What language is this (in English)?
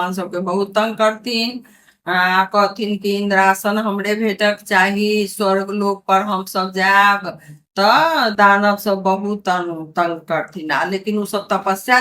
Maithili